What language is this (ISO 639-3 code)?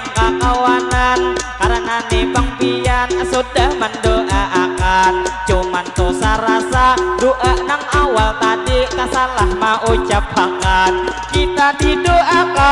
bjn